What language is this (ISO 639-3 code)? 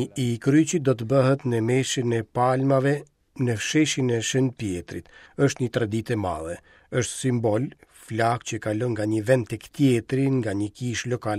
sqi